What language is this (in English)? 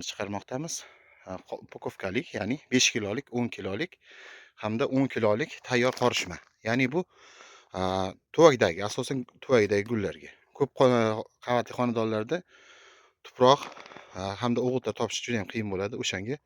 Uzbek